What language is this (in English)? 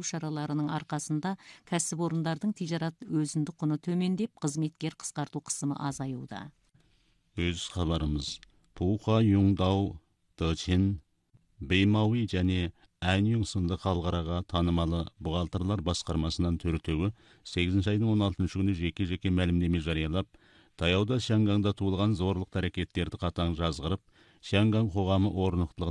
Kazakh